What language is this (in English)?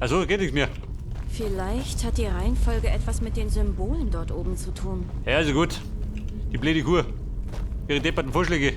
Bavarian